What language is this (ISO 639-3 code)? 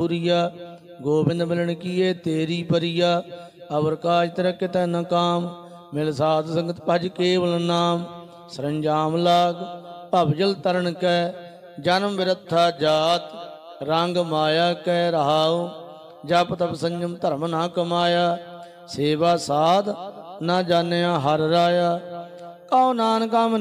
pan